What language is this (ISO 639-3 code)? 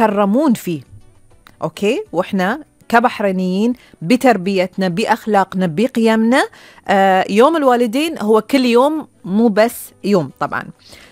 afb